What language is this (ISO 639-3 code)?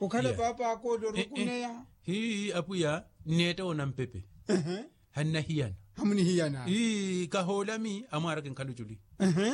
vmw